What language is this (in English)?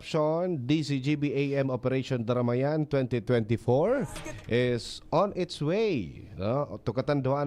Bikol